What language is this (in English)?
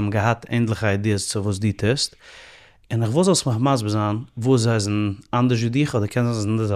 Yiddish